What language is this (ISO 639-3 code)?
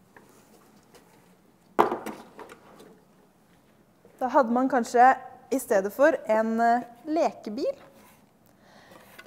nor